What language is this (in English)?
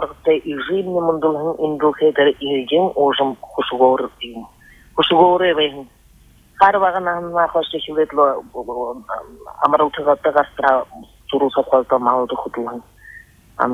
Buriat